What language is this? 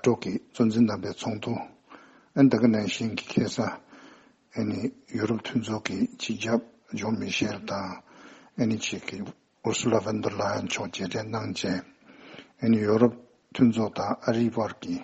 Tibetan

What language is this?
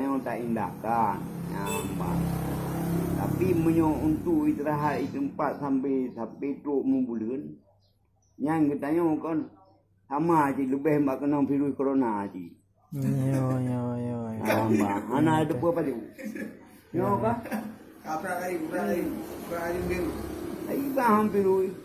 Achinese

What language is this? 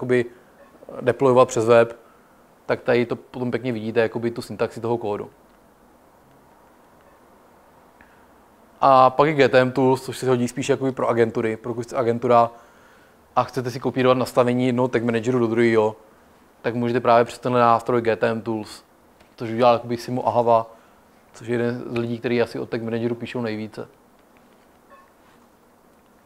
Czech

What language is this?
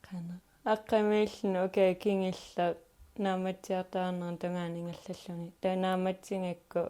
Kalaallisut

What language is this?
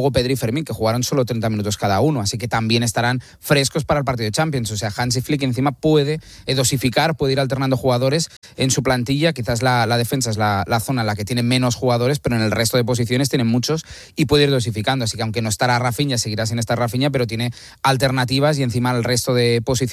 Spanish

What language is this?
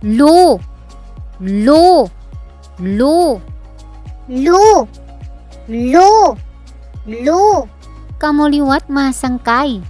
Waray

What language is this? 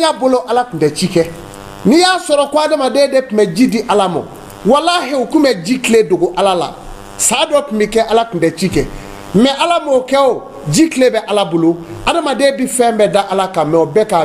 Bambara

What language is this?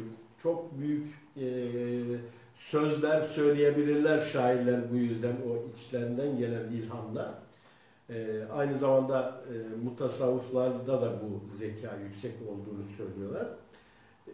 Turkish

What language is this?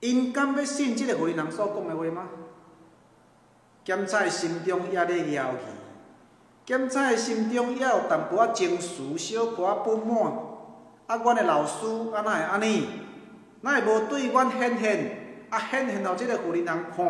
Min Nan Chinese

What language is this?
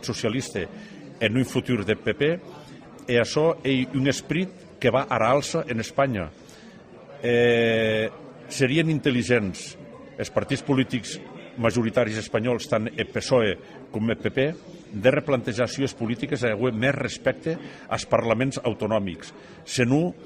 Occitan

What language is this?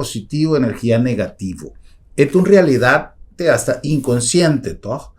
Papiamento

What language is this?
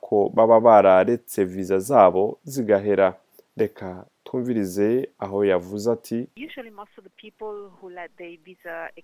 Rundi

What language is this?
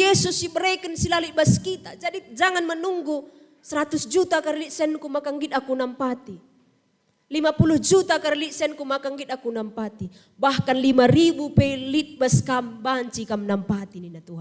Batak Karo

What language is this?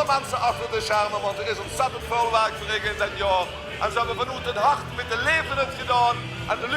Limburgish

